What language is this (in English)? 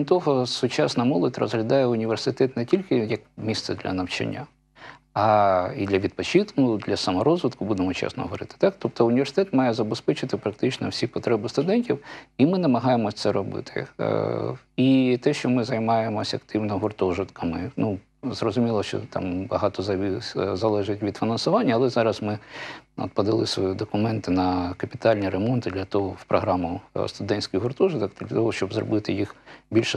Ukrainian